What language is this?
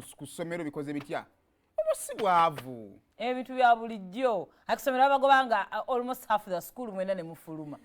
Ganda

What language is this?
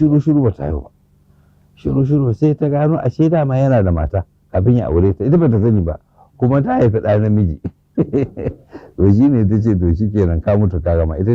Hausa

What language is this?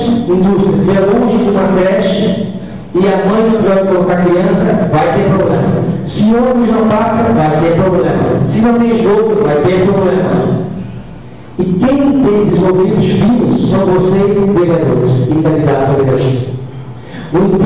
Portuguese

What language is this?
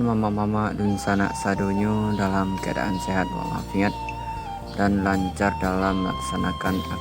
Minangkabau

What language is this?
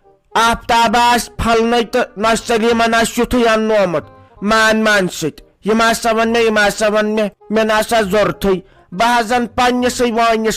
Kashmiri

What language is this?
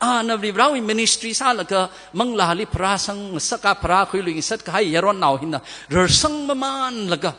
Tangkhul Naga (India)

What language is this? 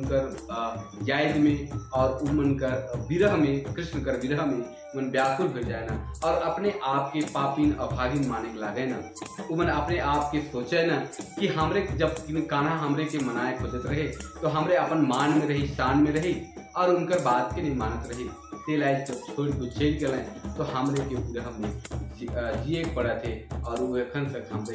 Sadri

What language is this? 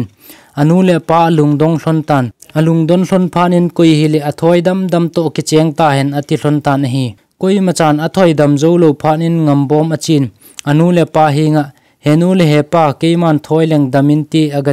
Thado Chin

